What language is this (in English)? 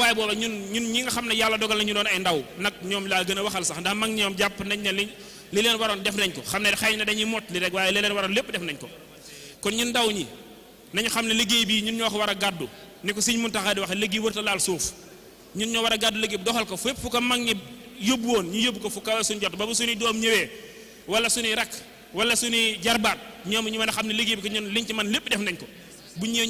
Wolof